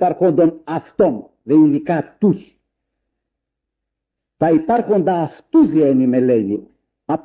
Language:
Greek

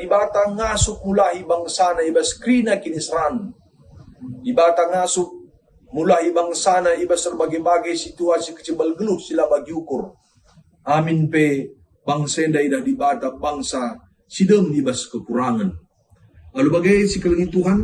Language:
Batak Karo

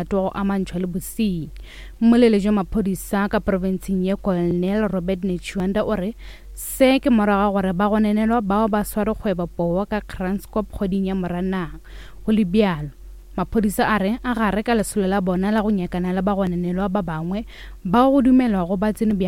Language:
Northern Sotho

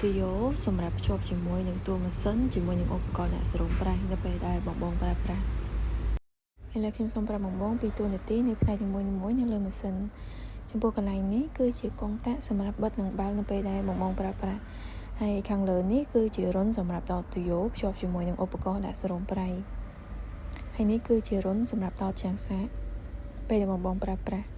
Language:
Khmer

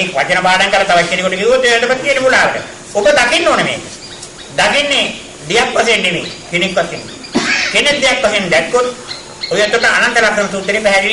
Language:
Sinhala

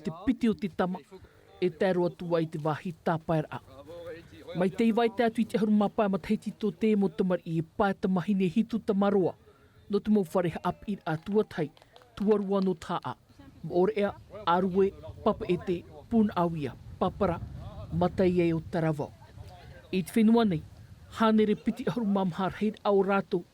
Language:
Tahitian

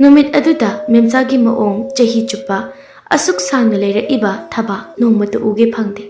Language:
Manipuri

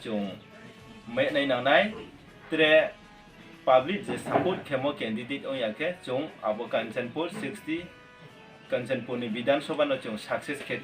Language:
Riang (India)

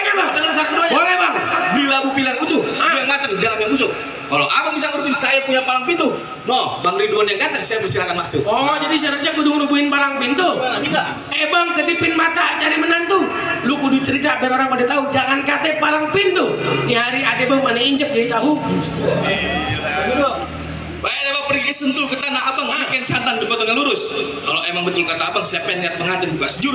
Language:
Betawi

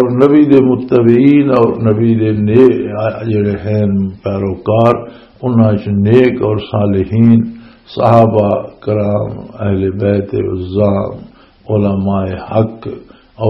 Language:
Western Panjabi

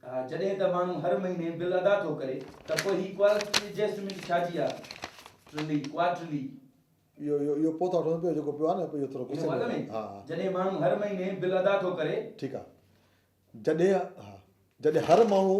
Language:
Sindhi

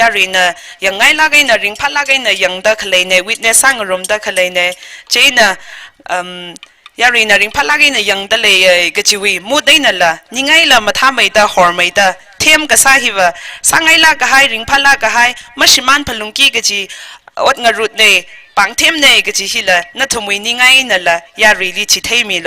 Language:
Tangkhul Naga (India)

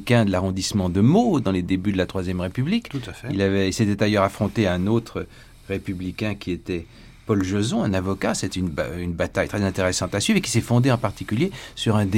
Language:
French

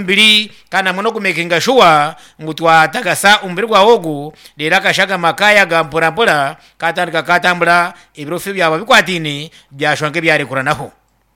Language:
Nyankole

